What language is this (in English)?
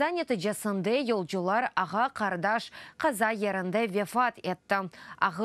Crimean Tatar